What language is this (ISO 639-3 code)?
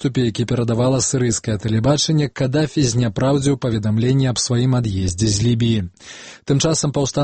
bel